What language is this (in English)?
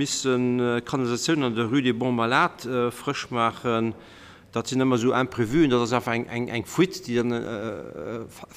Luxembourgish